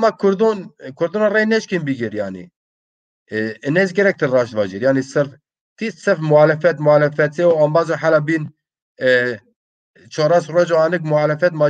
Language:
Zaza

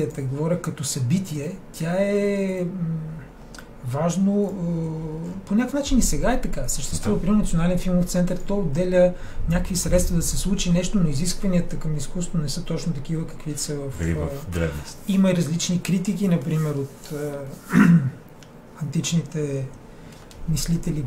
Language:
Bulgarian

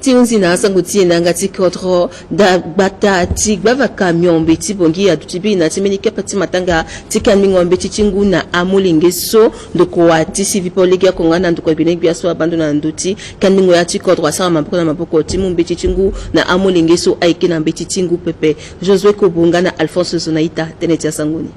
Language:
Sango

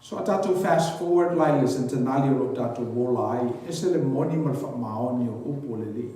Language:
Samoan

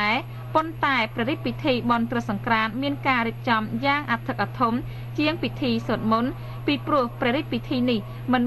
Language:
Khmer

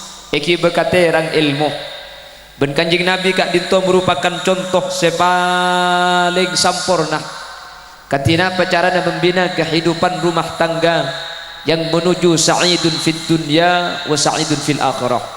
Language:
Madurese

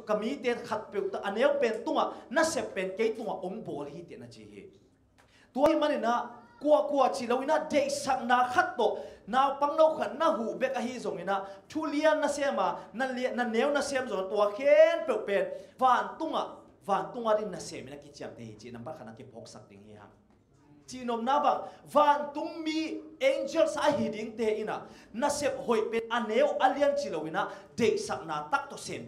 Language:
Tedim Chin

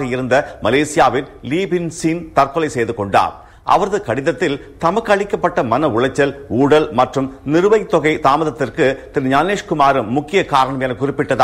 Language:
Tamil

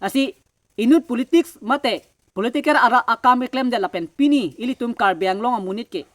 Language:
Karbi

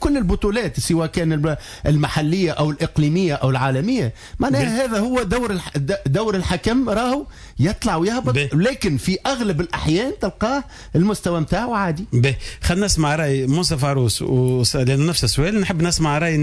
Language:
Tunisian Arabic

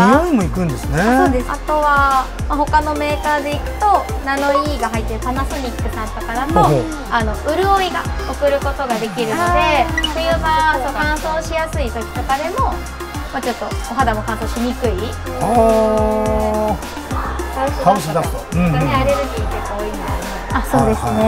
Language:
Japanese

